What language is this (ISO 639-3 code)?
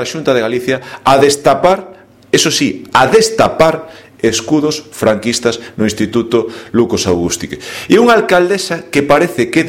glg